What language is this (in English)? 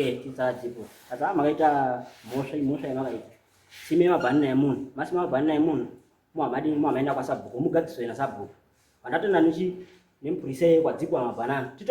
Shona